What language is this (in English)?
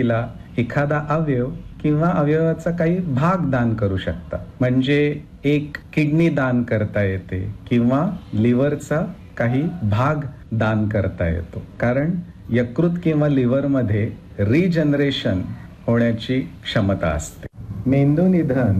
Marathi